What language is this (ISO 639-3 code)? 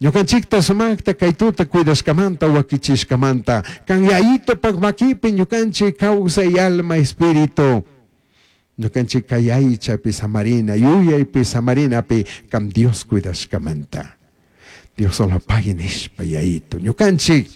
qug